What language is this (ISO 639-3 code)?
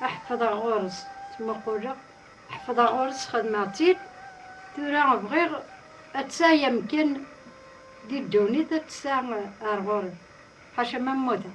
kab